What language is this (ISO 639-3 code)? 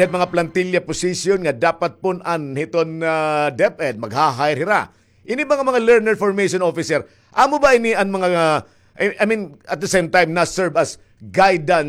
war